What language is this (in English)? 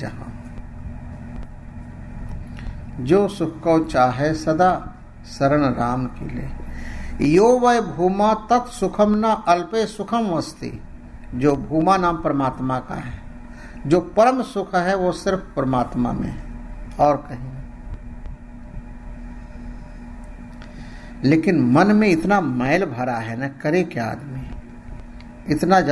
Hindi